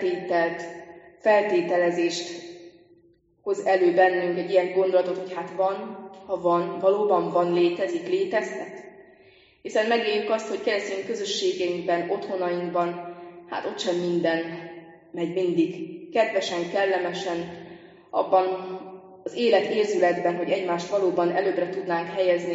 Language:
Hungarian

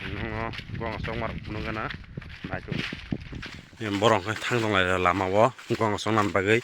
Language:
Kok Borok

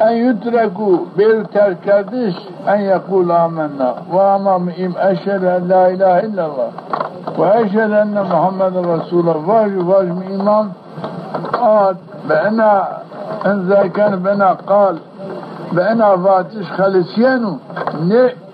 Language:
Zaza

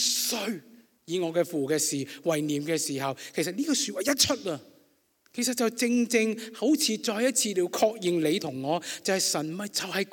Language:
Cantonese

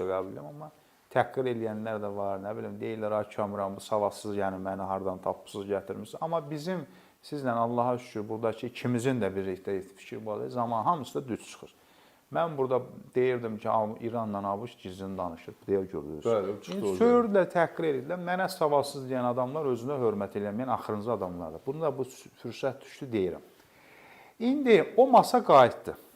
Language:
Azerbaijani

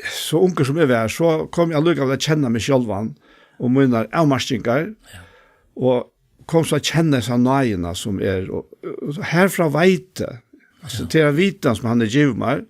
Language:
Faroese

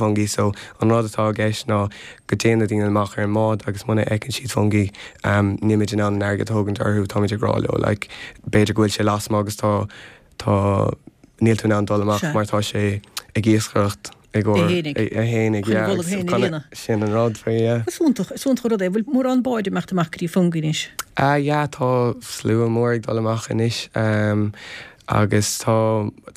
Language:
Irish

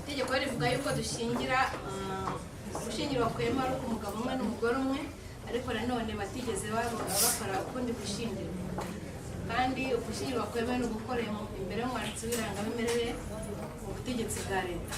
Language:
Kinyarwanda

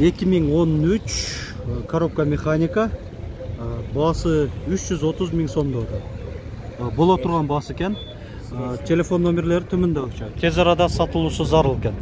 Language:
Kyrgyz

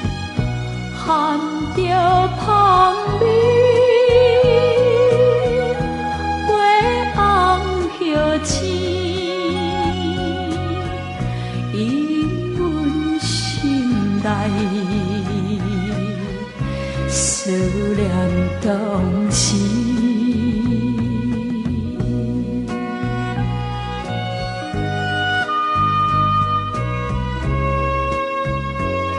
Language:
Min Nan Chinese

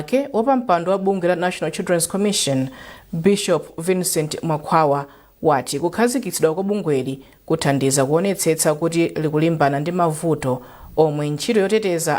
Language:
Nyanja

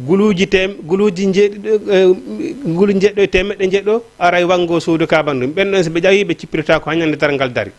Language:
Fula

